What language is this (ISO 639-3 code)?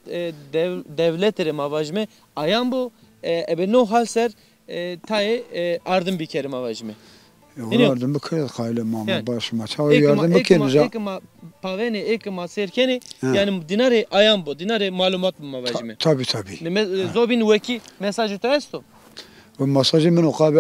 zza